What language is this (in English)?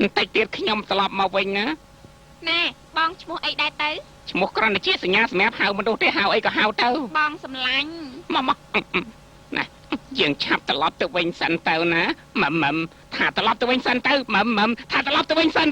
Khmer